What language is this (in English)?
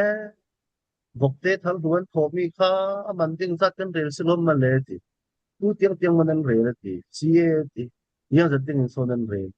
Falam Chin